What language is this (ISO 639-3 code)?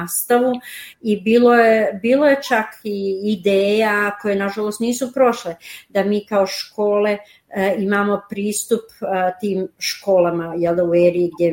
srp